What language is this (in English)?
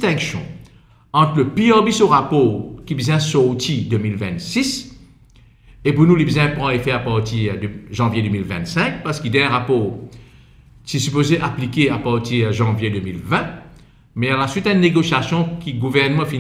Morisyen